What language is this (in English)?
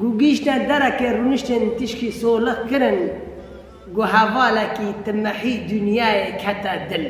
Kurdish